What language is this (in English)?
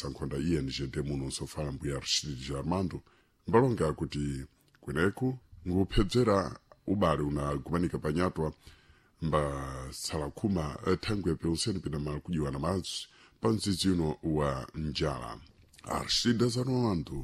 Sena